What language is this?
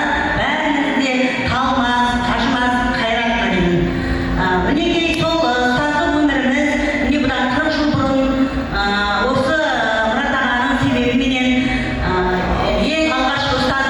Kara-Kalpak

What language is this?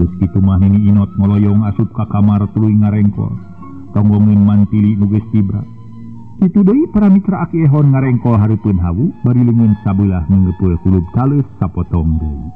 Sundanese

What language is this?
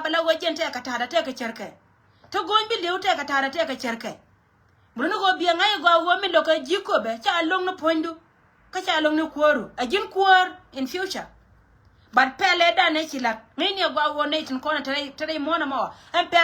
Nuer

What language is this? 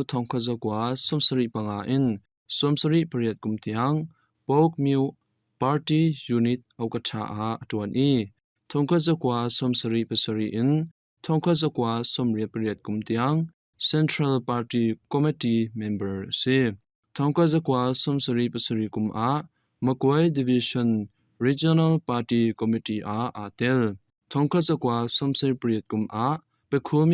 Hakha Chin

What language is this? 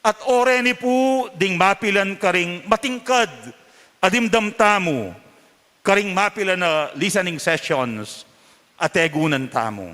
Pampanga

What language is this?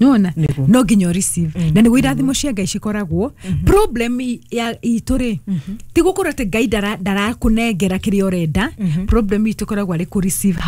Kikuyu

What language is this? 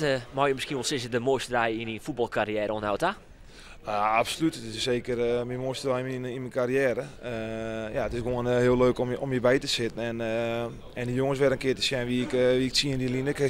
Western Frisian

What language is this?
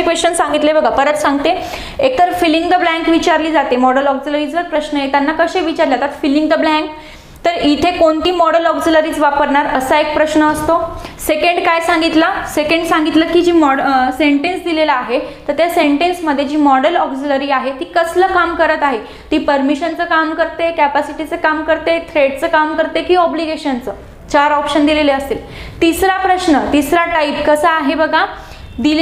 Marathi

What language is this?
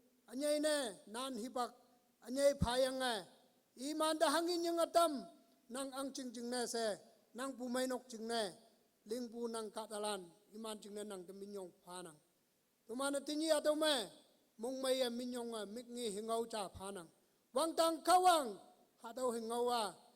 Konyak Naga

